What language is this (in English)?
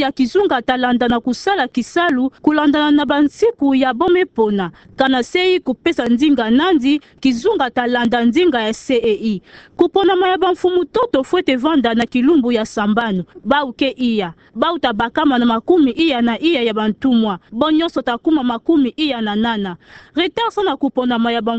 Kituba (Democratic Republic of Congo)